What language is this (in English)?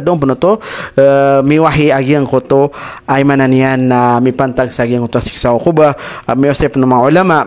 Maranao